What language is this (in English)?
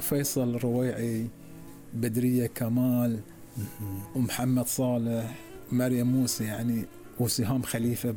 Gulf Arabic